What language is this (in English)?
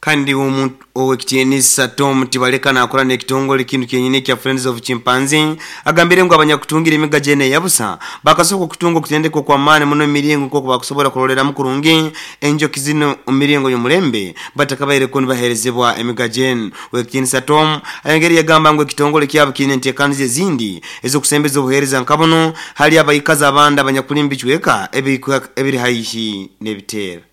Nyoro